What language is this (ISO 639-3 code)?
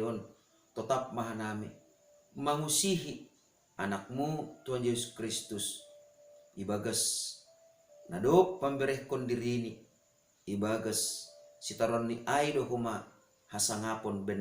bts